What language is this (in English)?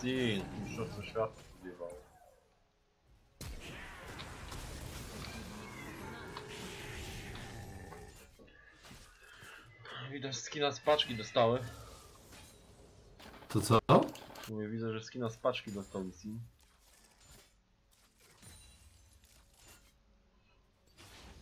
Polish